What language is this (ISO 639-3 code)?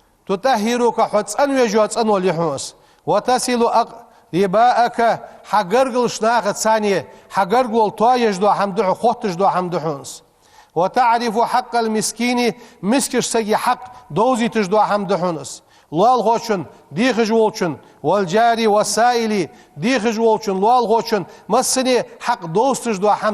inh